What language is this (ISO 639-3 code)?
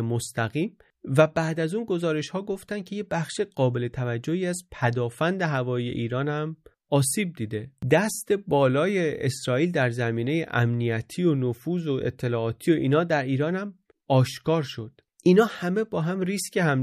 fas